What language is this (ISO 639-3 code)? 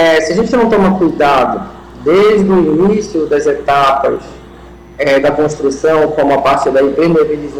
por